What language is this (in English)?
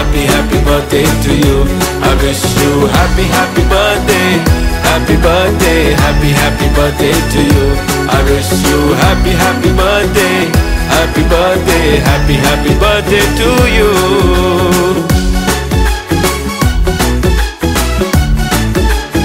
Punjabi